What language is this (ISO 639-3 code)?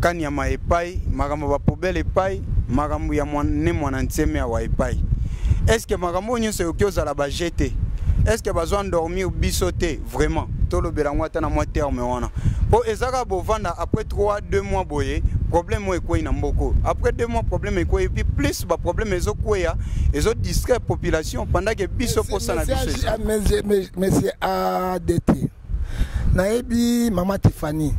lin